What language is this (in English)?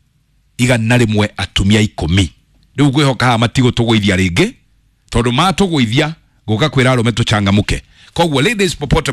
Kikuyu